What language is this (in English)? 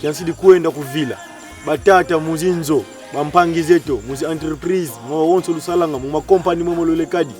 Kongo